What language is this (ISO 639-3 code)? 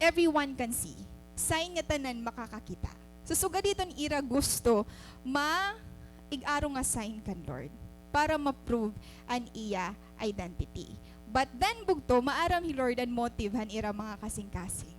war